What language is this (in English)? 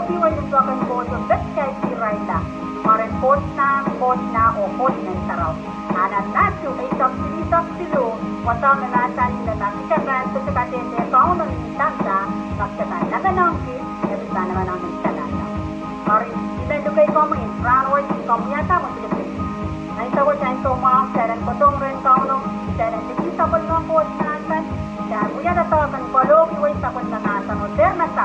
Pohnpeian